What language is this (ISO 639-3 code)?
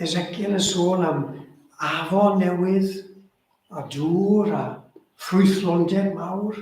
cym